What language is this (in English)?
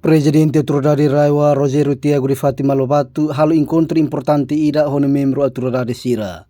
Tetum